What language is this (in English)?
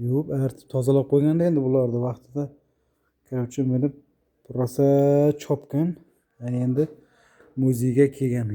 Uzbek